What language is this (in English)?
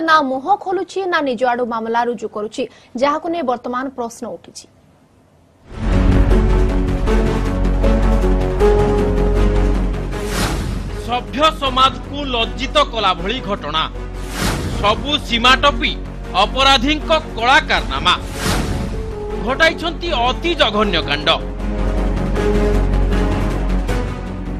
Odia